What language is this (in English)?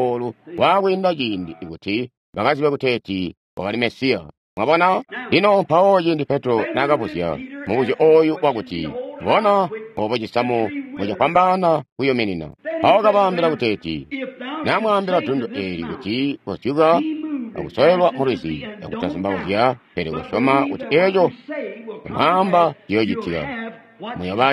Tonga (Zambia)